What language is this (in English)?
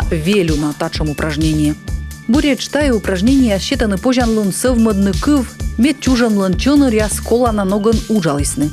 Komi